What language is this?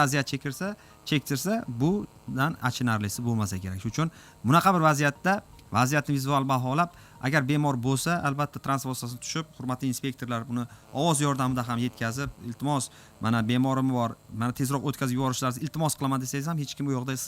Uzbek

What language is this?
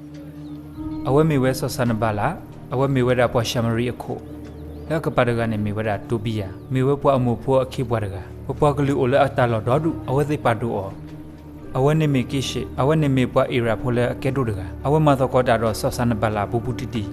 S'gaw Karen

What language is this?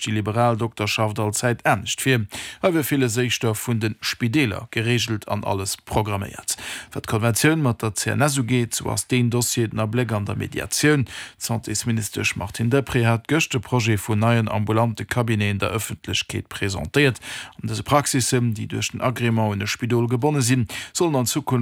Luxembourgish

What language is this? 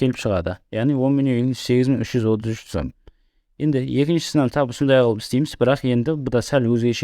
Kara-Kalpak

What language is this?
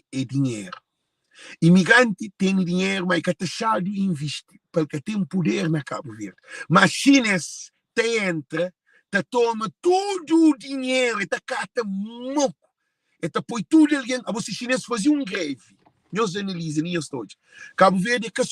Kabuverdianu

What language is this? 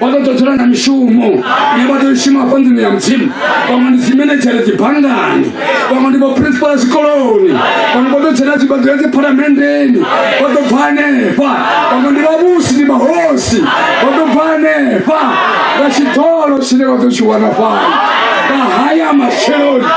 Venda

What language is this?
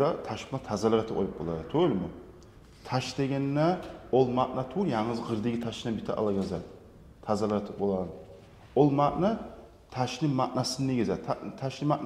Kumyk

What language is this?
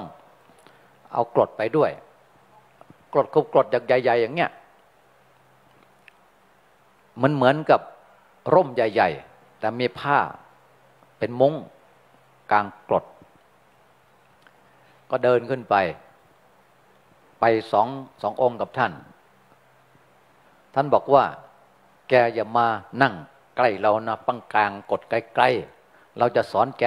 Thai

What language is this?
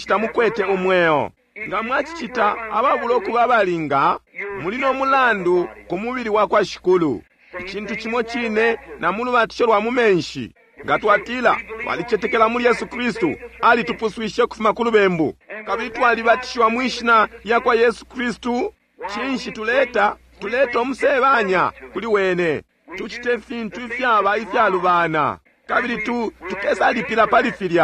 Bemba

